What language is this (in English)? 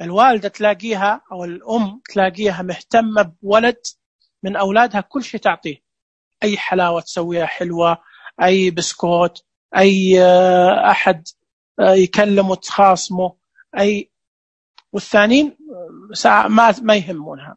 Najdi Arabic